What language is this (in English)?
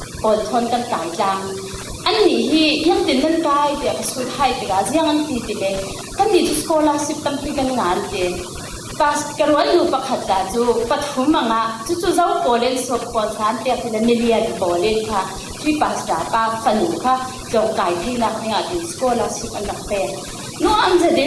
Falam Chin